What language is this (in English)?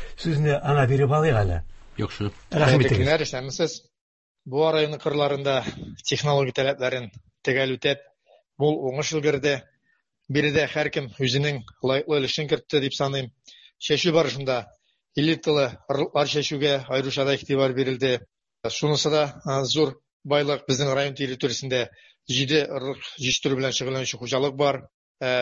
Tatar